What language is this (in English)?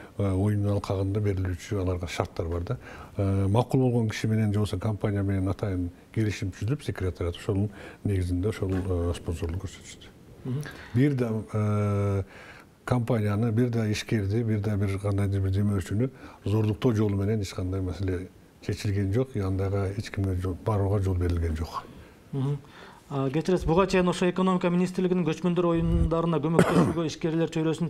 Kyrgyz